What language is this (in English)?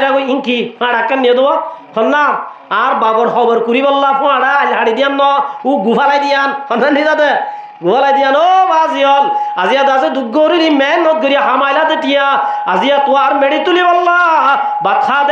Rohingya